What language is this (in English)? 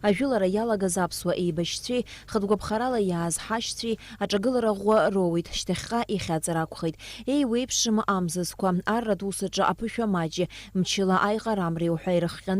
Abkhazian